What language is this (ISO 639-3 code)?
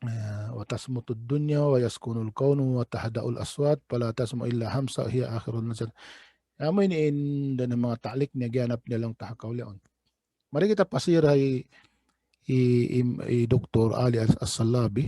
tsg